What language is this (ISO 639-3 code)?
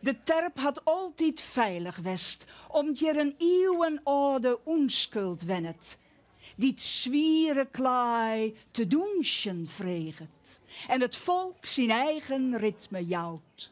fry